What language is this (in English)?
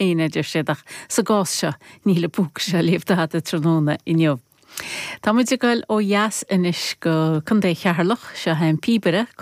Irish